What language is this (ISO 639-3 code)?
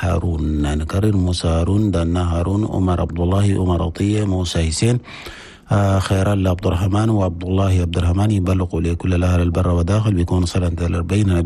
shu